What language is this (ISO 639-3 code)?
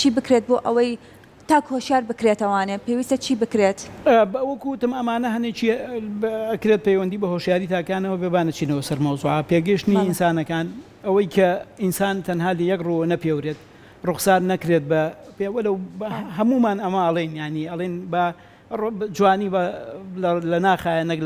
ckb